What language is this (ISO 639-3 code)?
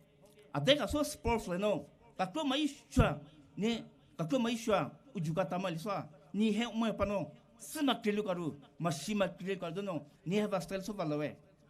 pmx